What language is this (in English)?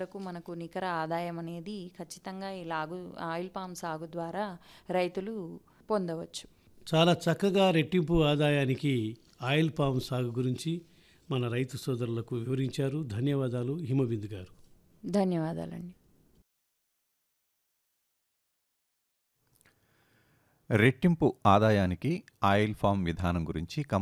Telugu